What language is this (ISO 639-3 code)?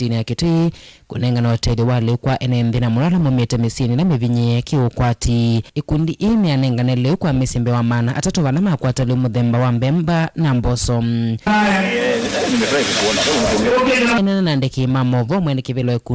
kam